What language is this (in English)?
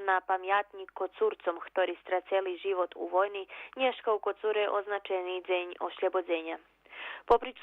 Rusyn